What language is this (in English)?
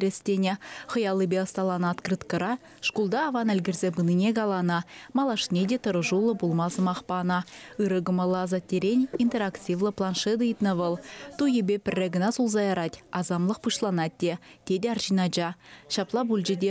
Chuvash